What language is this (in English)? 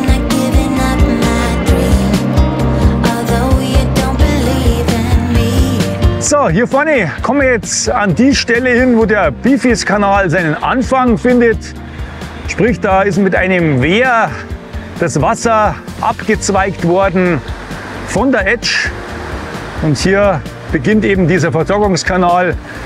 German